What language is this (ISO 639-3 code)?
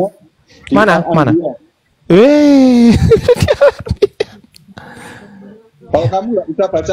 ind